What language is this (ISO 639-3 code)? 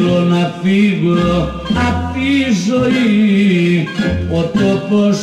ell